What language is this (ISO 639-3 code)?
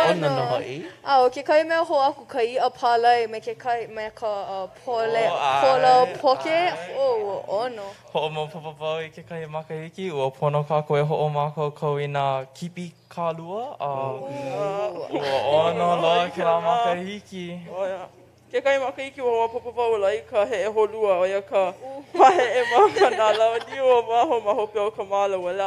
haw